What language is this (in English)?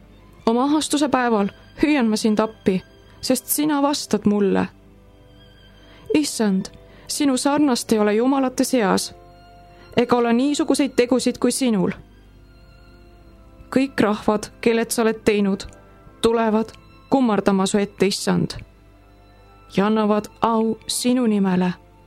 Estonian